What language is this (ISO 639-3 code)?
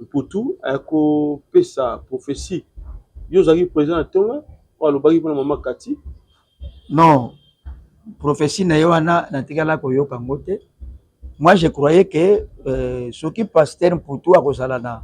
lin